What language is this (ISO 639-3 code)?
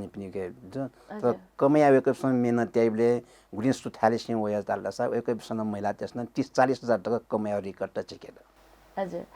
new